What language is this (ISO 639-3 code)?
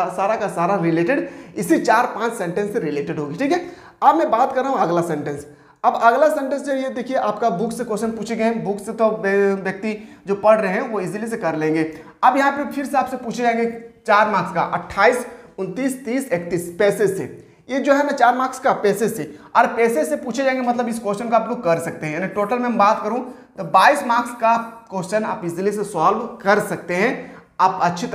hin